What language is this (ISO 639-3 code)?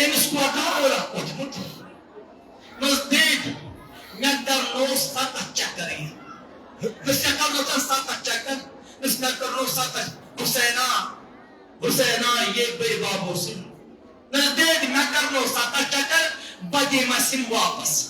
kas